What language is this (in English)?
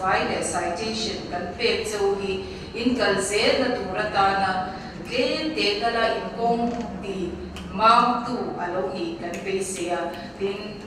Mizo